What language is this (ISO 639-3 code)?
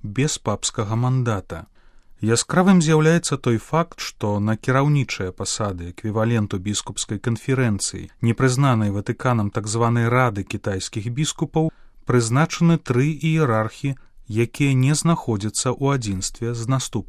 bel